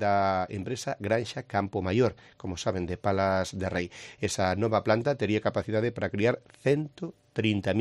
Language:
Galician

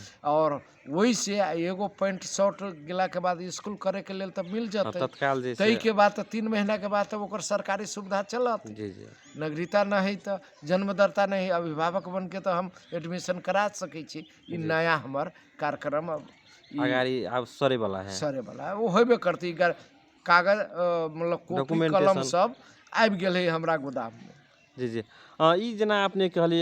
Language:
Magahi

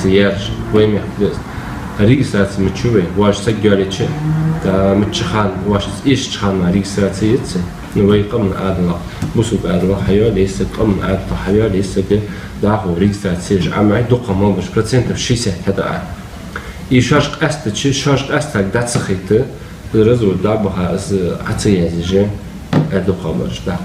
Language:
Ingush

